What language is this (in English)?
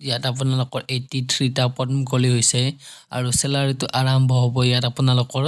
Assamese